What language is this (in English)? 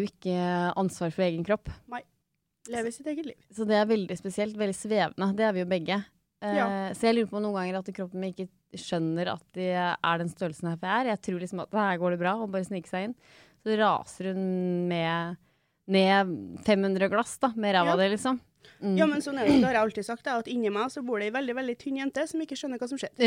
Norwegian